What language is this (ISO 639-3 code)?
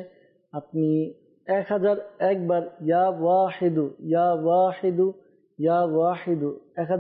ben